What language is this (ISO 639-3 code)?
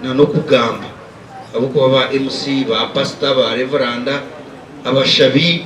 nyn